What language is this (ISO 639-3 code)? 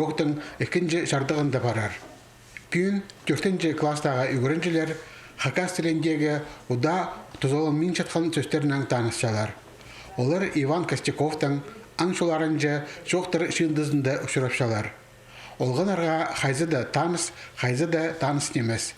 kjh